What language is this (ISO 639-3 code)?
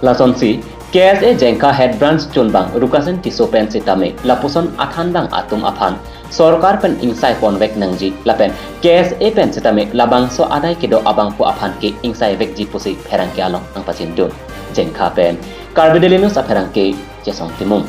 mjw